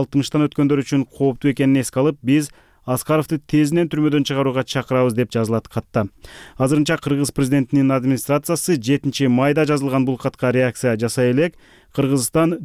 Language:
Kyrgyz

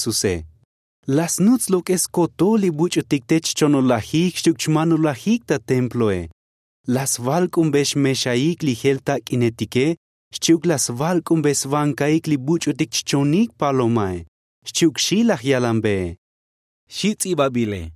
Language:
Tzotzil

